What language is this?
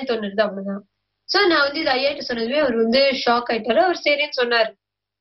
Tamil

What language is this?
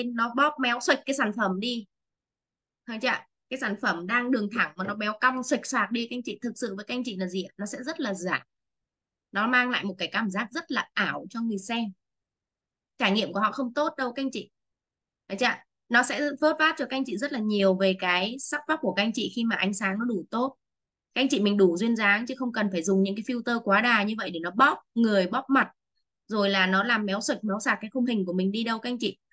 Vietnamese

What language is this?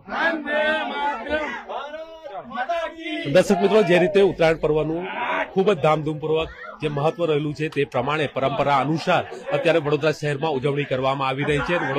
Gujarati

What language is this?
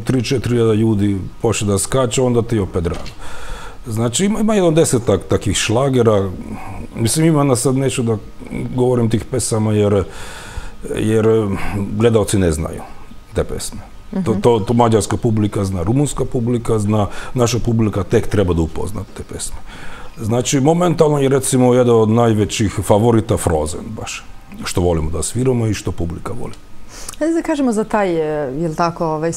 Serbian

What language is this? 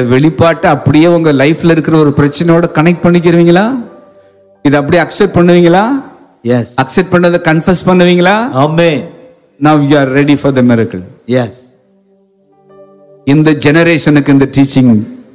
Tamil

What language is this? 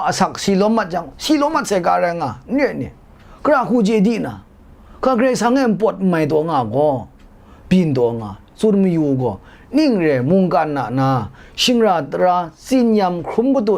Kachin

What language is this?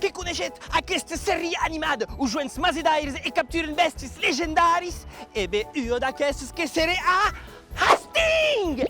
Occitan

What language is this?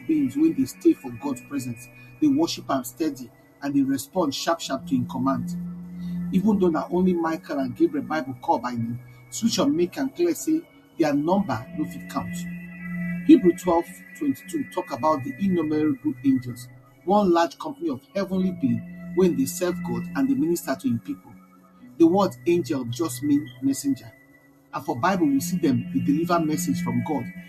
Nigerian Pidgin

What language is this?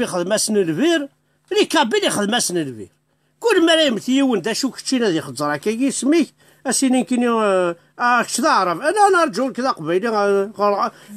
Kabyle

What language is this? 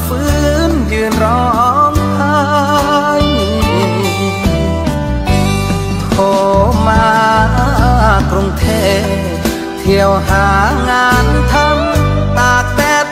Thai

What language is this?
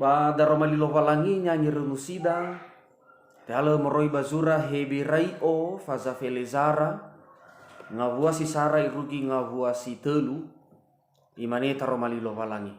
Nias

